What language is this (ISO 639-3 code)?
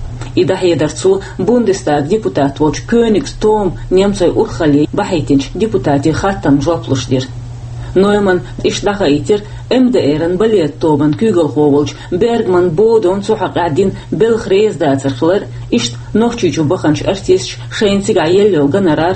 che